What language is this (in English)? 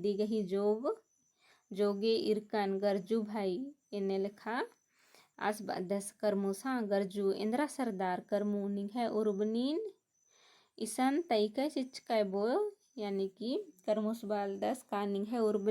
Kurukh